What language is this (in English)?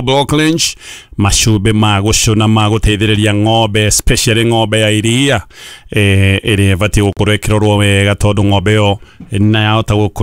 Kikuyu